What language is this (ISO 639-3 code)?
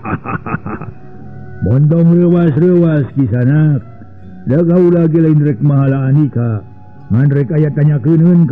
sun